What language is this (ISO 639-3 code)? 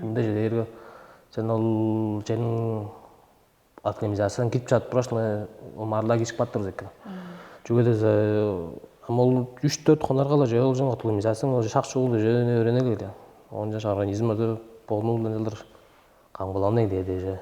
tyv